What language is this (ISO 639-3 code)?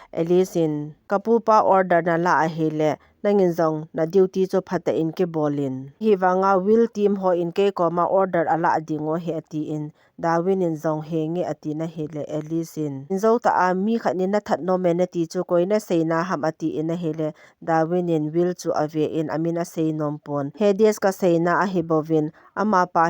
tcz